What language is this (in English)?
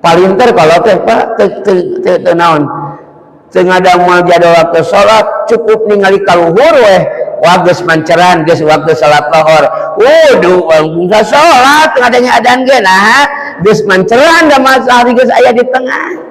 Sundanese